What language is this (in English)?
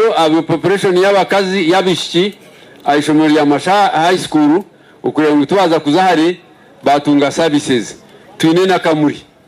Nyankole